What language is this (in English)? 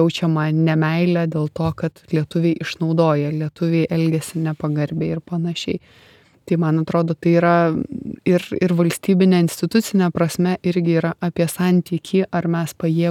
Lithuanian